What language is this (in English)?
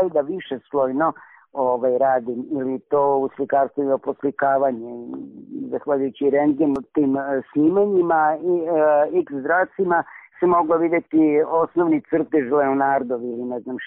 Serbian